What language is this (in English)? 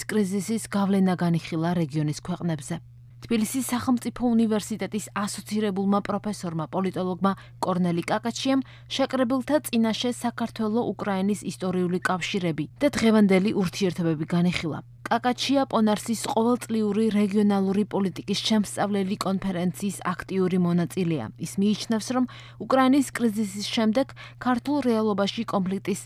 Georgian